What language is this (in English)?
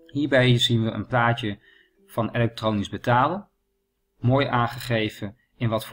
Dutch